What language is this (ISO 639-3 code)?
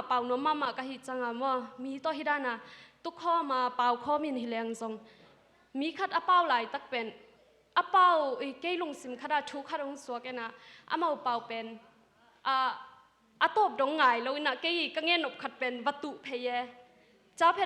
ctd